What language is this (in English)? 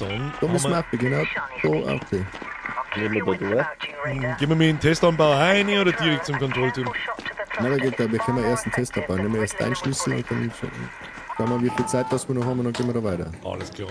Bavarian